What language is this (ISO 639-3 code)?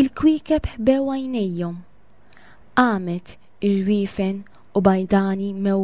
mlt